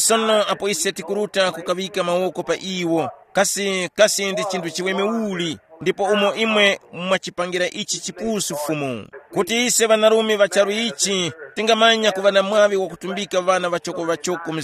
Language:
Tumbuka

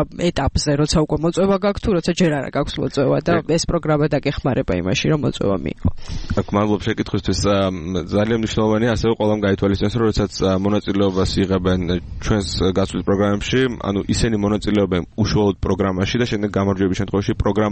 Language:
Georgian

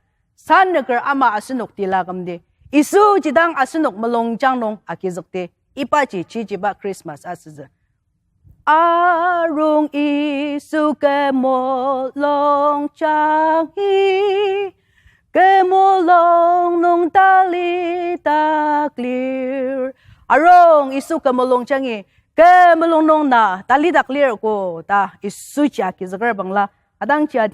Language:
Ao Naga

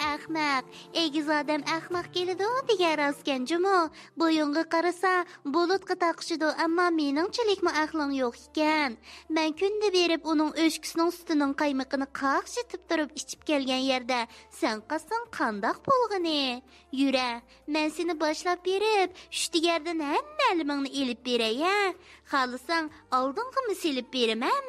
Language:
Uyghur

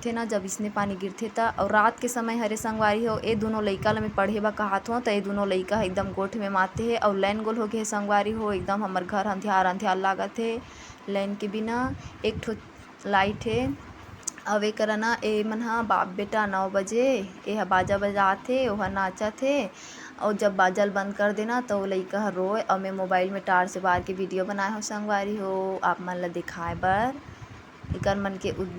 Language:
Chhattisgarhi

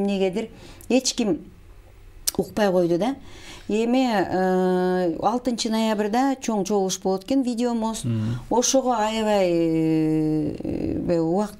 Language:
Kyrgyz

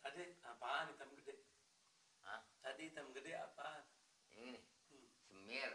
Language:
Betawi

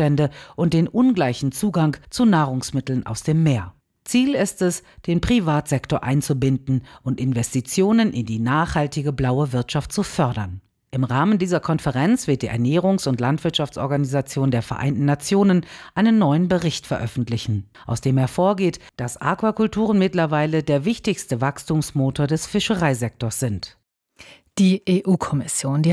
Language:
German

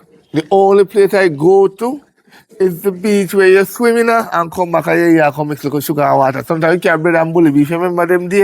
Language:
Jamaican Creole English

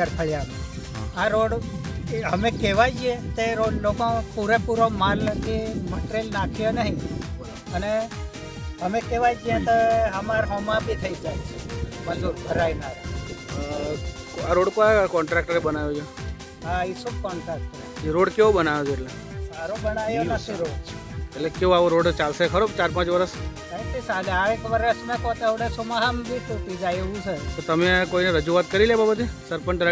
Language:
Gujarati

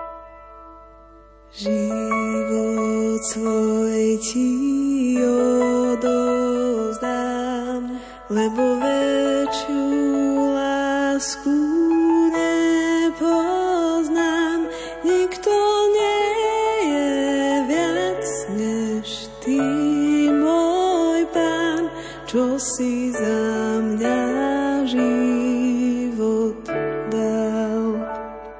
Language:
Slovak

